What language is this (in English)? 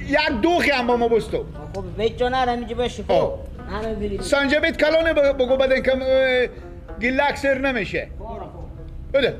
Persian